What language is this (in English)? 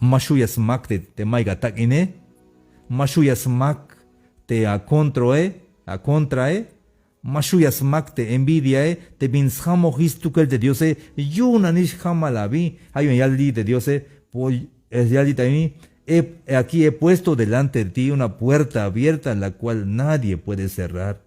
Tzeltal